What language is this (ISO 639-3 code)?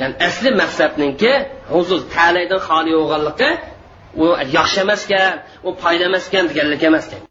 uig